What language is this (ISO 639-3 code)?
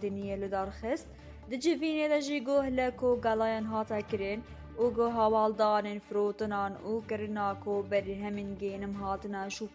kur